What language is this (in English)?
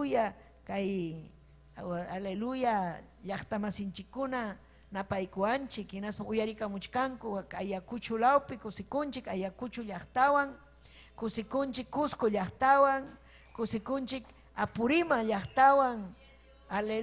Ayacucho Quechua